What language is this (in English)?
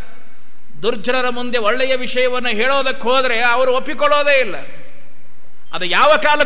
Kannada